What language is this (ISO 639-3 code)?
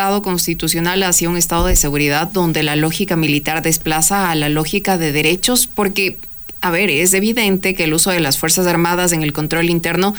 spa